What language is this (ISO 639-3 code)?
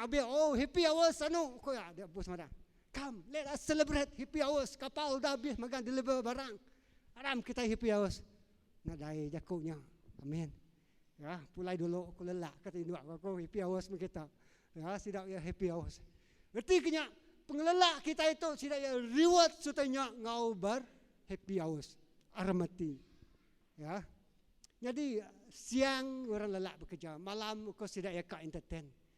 iba